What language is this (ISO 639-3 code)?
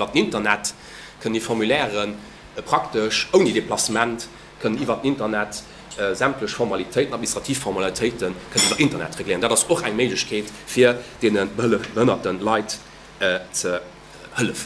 ltz